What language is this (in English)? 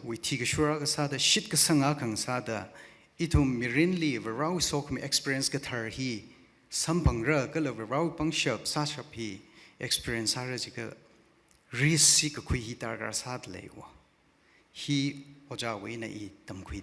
Tangkhul Naga (India)